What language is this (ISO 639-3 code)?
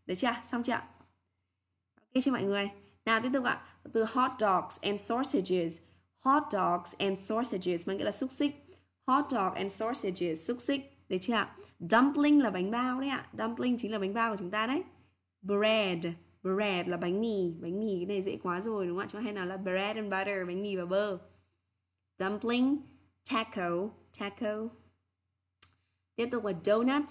vie